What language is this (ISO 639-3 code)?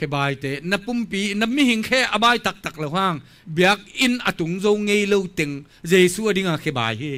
ctd